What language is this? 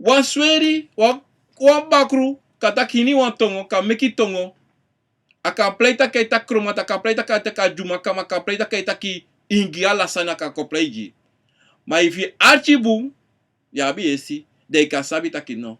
Sranan Tongo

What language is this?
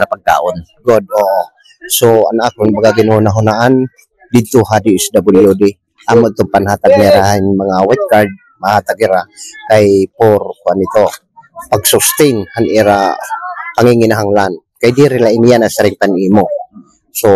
Waray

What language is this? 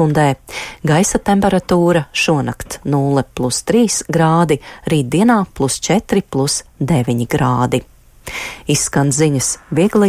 Latvian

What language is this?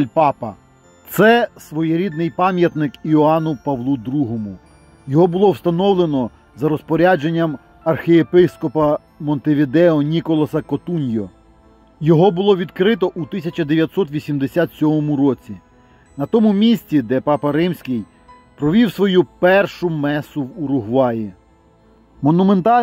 Ukrainian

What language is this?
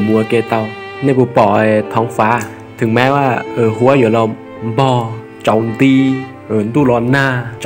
Hmong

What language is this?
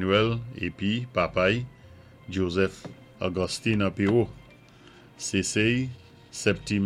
Saint Lucian Creole French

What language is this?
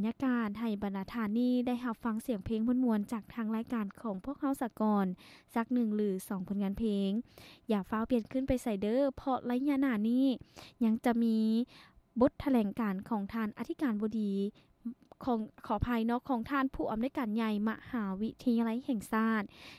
Lao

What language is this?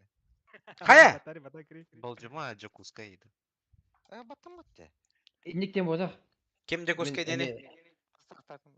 Yakut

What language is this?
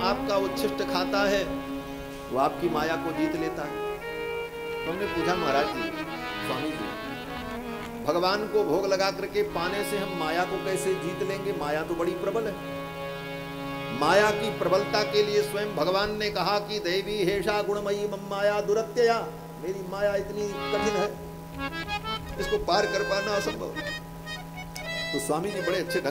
Hindi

